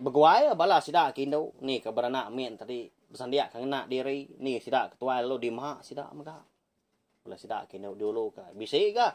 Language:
Iban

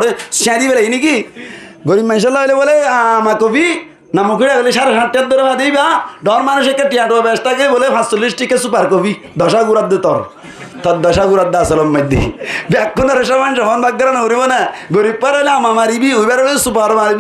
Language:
Rohingya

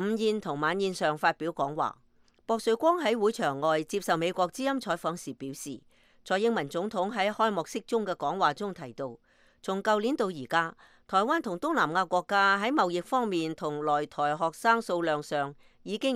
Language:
Cantonese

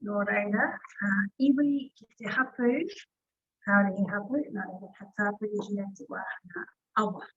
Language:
Māori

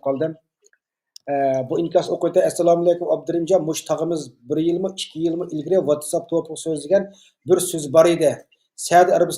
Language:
Uyghur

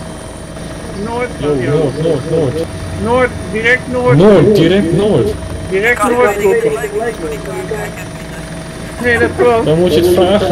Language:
Dutch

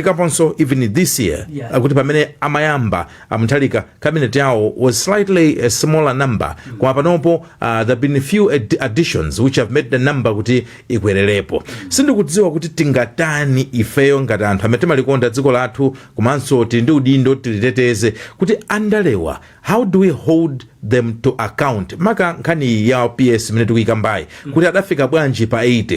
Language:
Nyanja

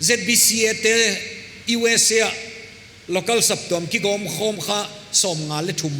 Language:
Paite Chin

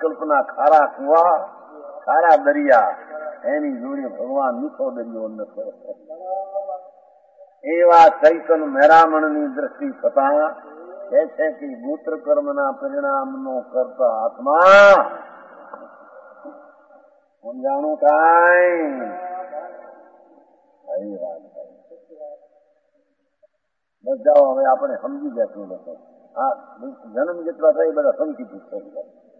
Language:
Gujarati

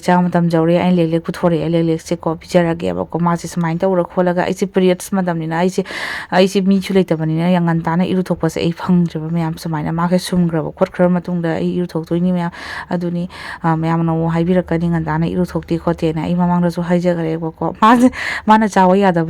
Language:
Manipuri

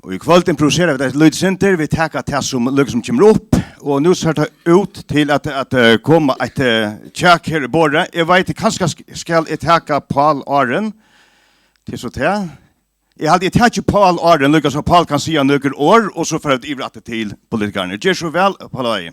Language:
Faroese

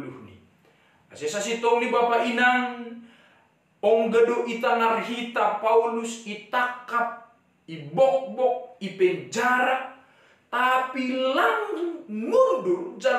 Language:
Batak Simalungun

